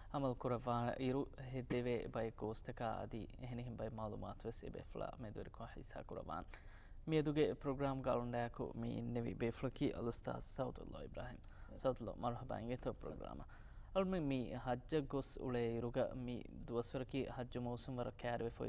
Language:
Divehi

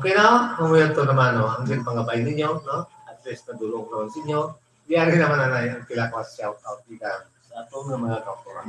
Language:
Hiligaynon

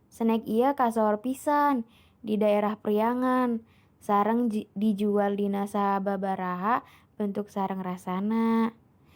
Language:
Sundanese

